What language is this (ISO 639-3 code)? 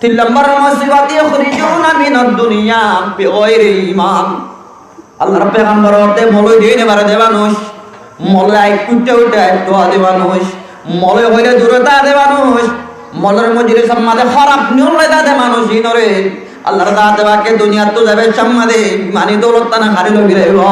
rhg